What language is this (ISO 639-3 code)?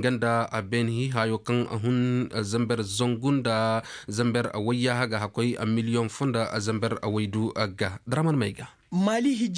ses